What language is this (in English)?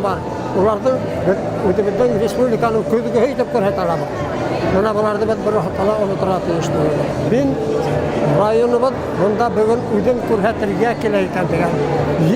Bashkir